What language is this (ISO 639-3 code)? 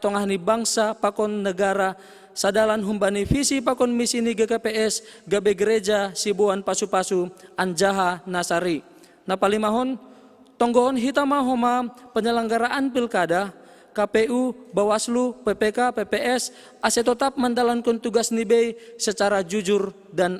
bts